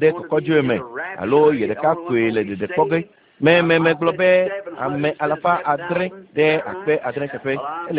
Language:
Ewe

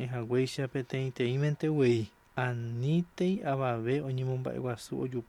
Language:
Guarani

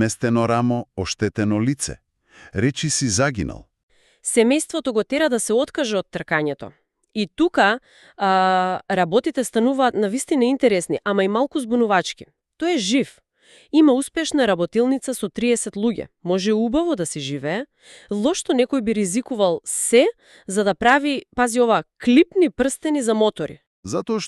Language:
Macedonian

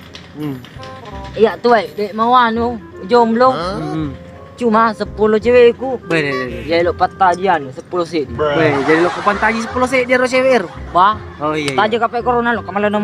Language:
Buginese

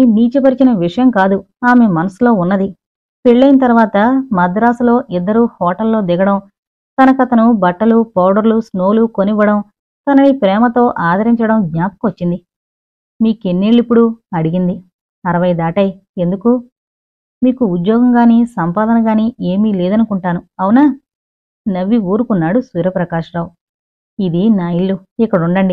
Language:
Telugu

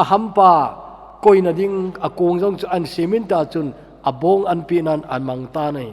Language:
Thado Chin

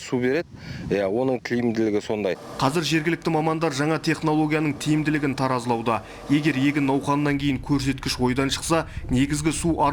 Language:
Kazakh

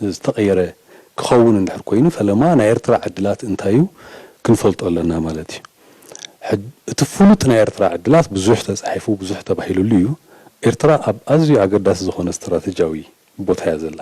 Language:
Tigrinya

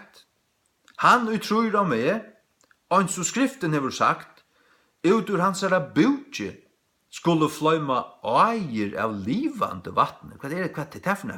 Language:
Faroese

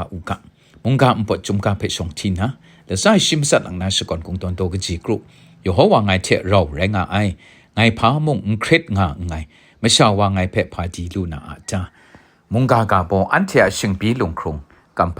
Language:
Kachin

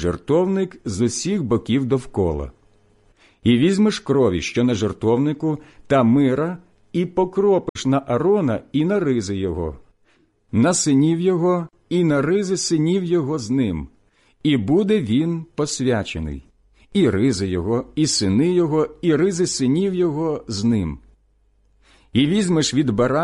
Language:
Ukrainian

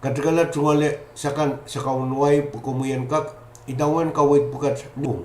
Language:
Pohnpeian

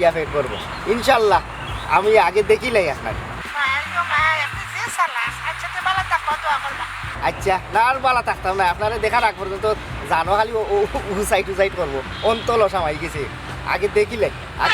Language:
Sylheti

